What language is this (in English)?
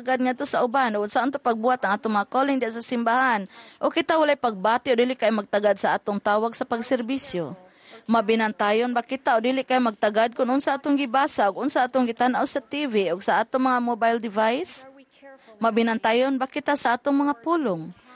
Cebuano